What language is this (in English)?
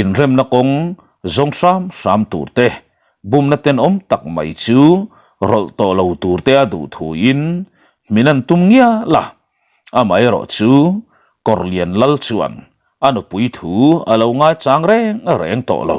Mizo